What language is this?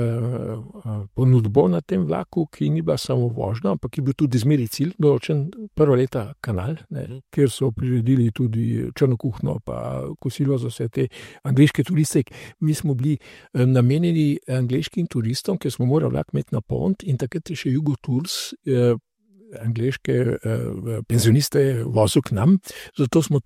Slovenian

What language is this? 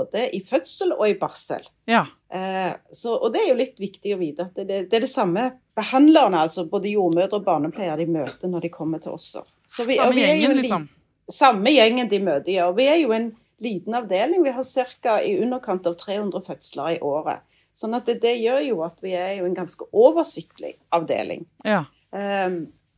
Norwegian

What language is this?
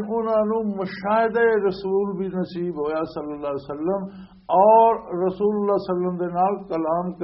Western Panjabi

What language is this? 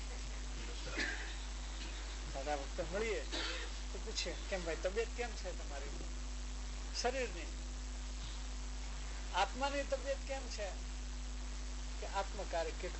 Gujarati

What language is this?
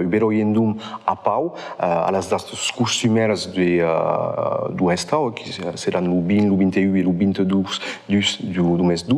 Occitan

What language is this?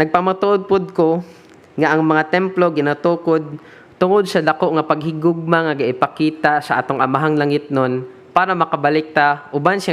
Cebuano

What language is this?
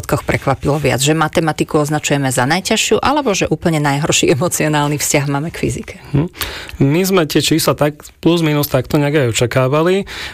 Slovak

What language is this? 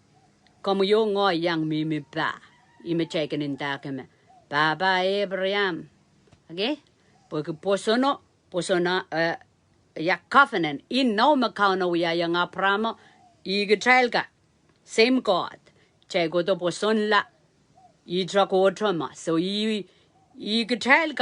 Pohnpeian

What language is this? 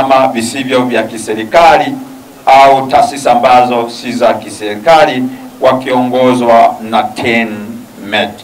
Swahili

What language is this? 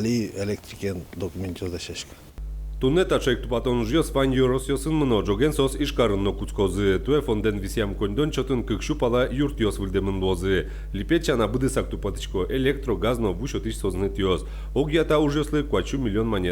Udmurt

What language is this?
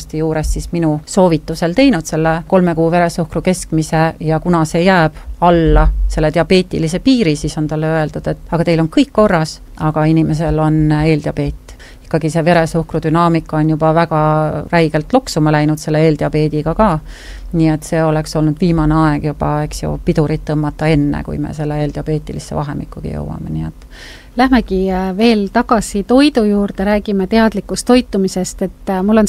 Estonian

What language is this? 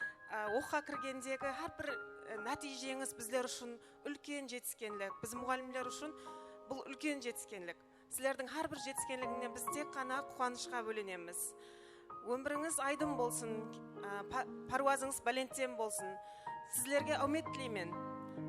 Kara-Kalpak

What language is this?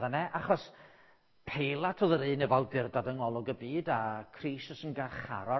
Welsh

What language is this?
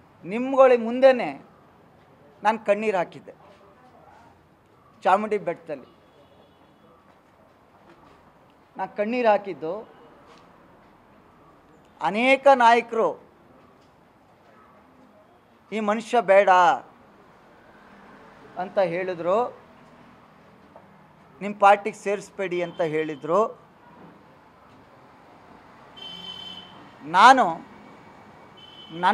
Kannada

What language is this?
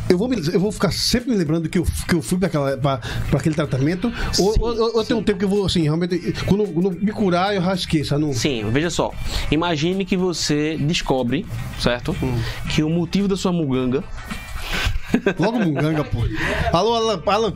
Portuguese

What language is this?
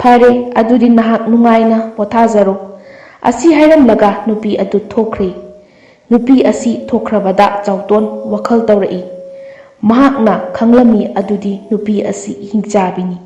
Manipuri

